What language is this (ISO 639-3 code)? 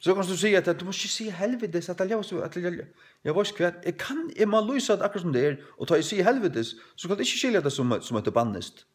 fao